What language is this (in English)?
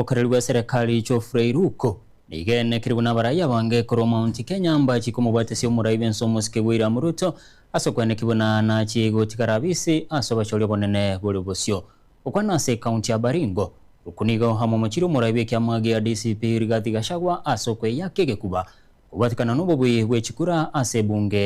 Gusii